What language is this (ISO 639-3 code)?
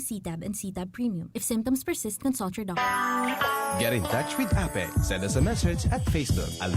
bik